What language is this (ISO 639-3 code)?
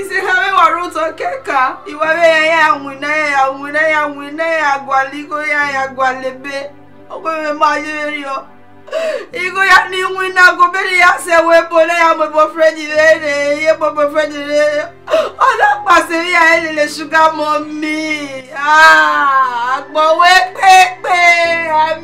bin